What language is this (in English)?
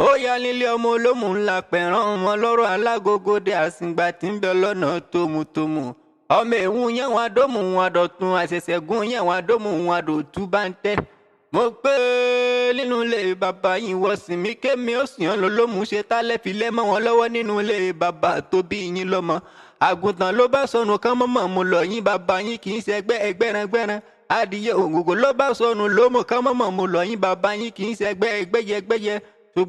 Yoruba